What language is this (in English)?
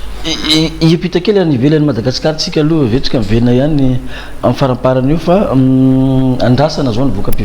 Malagasy